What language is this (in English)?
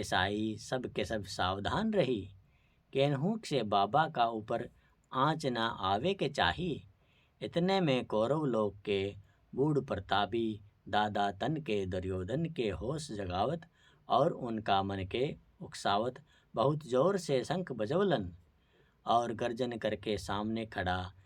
Bhojpuri